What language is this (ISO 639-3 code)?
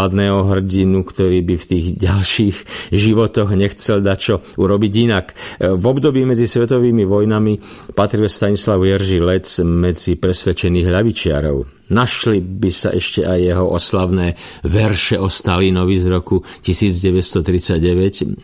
slk